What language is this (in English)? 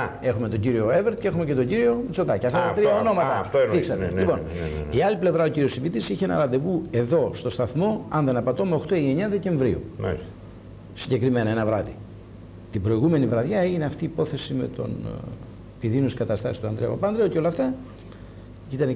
Greek